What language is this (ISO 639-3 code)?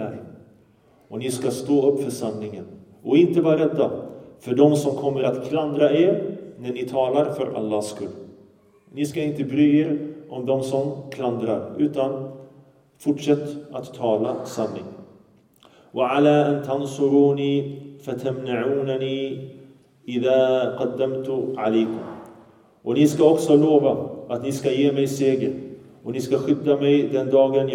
swe